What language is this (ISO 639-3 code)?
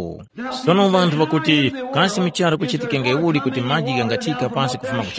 tum